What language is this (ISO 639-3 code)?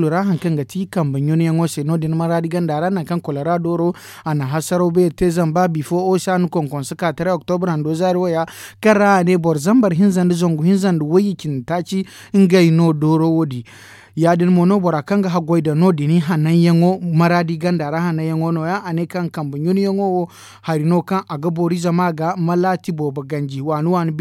dje